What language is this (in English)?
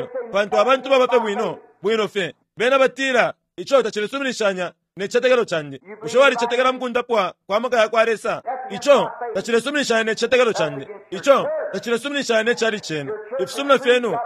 Bemba